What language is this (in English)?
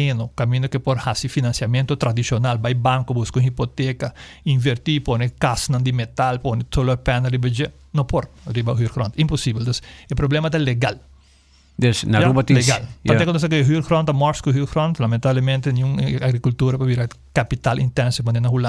Papiamento